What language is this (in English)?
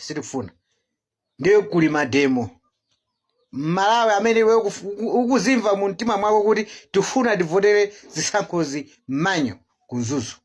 Nyanja